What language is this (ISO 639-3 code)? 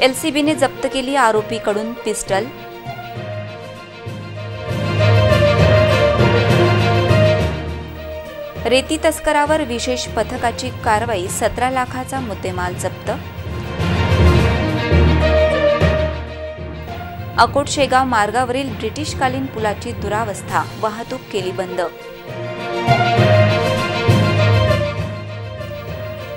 mar